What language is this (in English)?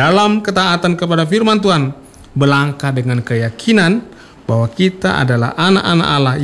Indonesian